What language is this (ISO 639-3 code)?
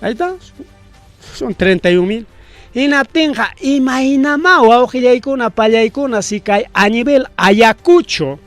quy